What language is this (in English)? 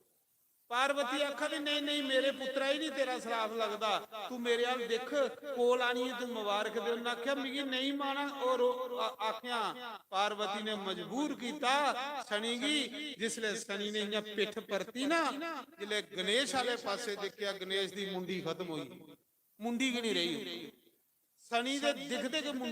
Dogri